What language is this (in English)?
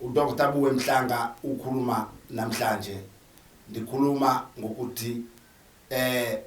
Zulu